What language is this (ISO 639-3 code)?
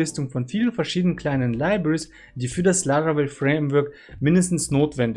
deu